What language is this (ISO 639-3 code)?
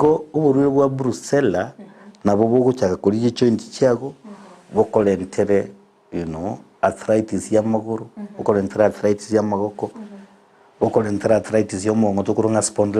guz